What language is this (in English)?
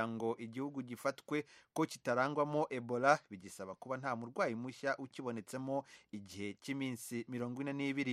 Kinyarwanda